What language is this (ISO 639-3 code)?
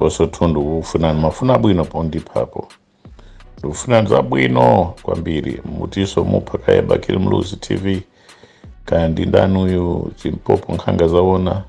nya